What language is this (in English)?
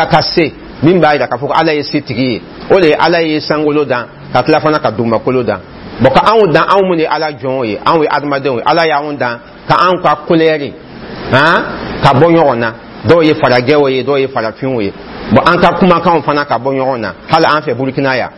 Dyula